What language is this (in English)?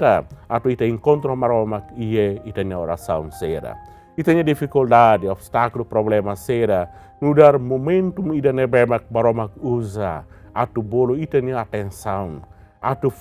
Tetum